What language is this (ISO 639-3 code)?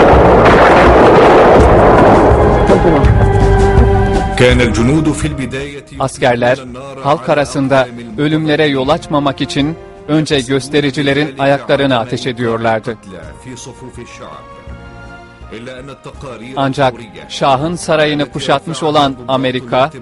tur